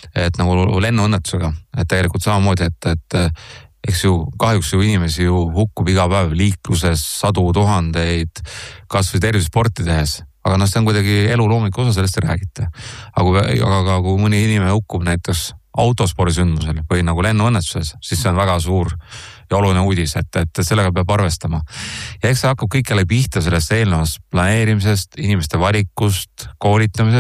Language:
Estonian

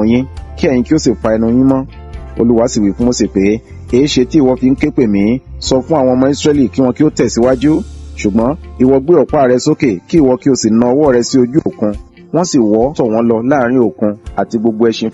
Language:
Yoruba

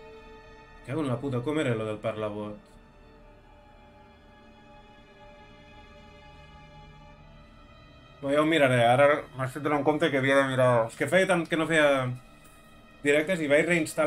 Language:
Catalan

